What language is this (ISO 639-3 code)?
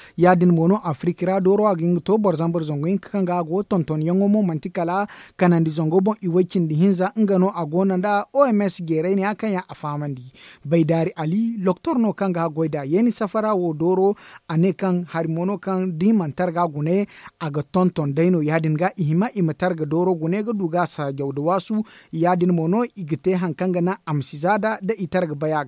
dje